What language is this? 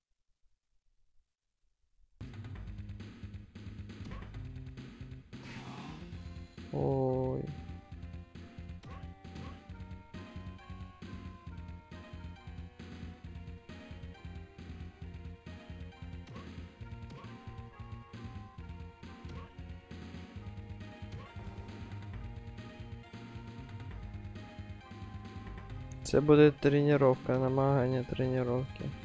Ukrainian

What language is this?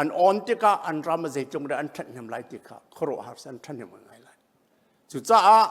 Hakha Chin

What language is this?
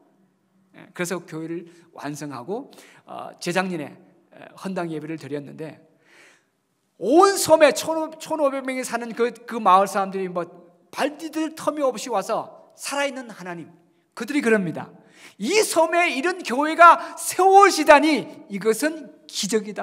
Korean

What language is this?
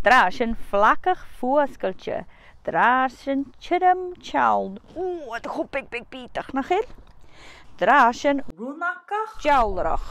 Scottish Gaelic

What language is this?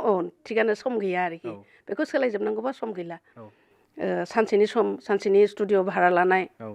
Bodo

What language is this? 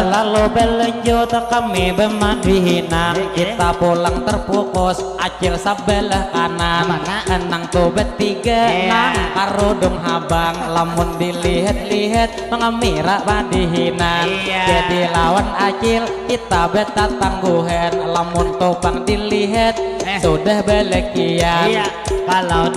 Banjar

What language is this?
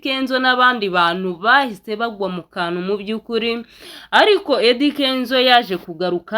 Kinyarwanda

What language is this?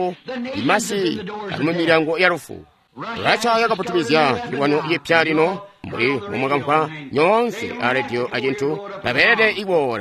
Tonga (Zambia)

